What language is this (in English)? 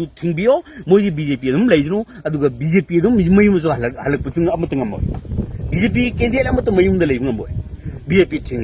Manipuri